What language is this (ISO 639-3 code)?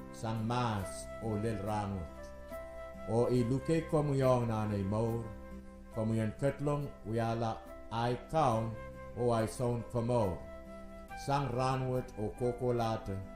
pon